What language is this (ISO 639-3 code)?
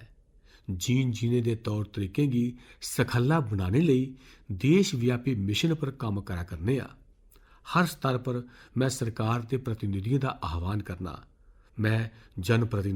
doi